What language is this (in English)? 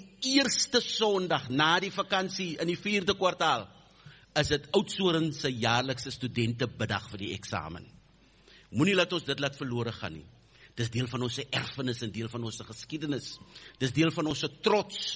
Afrikaans